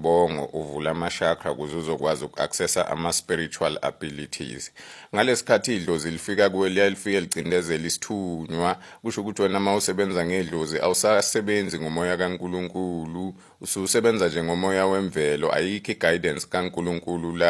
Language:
Zulu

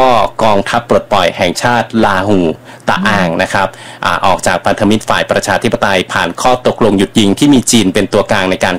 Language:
Thai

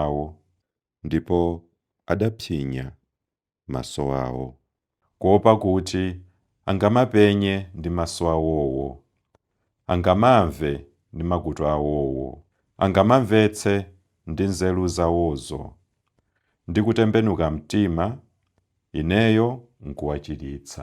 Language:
Nyanja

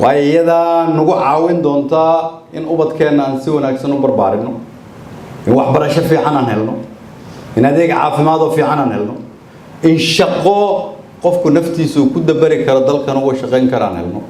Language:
Somali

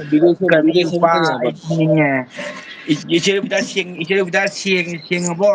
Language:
Manipuri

